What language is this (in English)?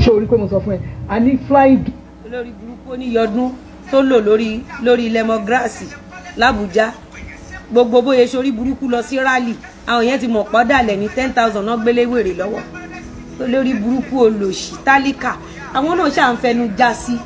Yoruba